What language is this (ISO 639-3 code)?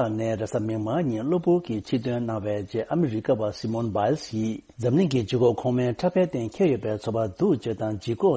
bod